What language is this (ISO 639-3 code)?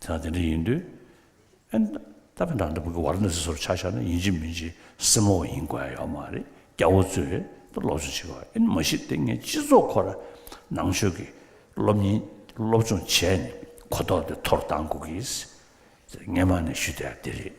bod